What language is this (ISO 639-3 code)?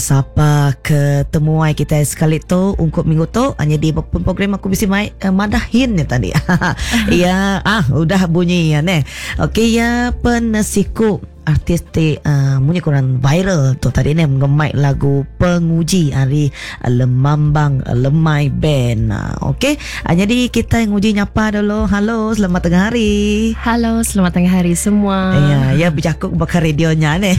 iba